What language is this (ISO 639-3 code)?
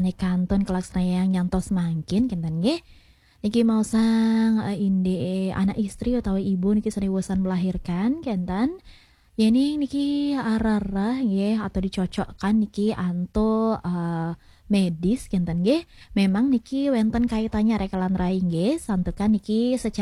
ban